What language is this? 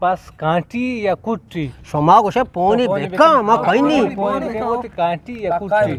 Eastern Balochi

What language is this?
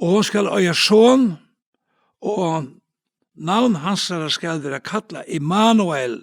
Faroese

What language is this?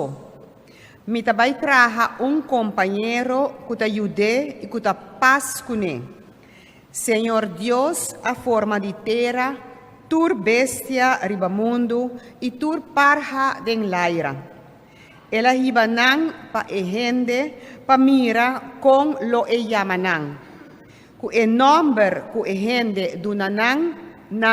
Papiamento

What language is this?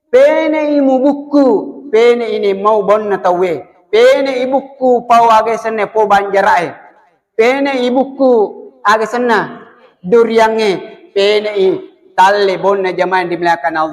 Buginese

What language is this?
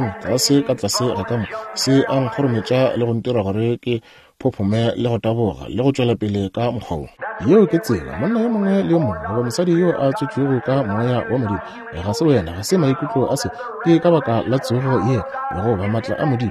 Northern Sotho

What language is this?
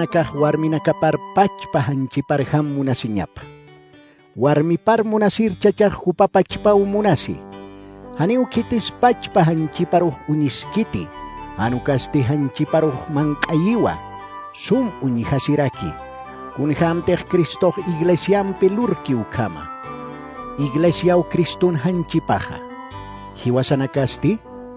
Aymara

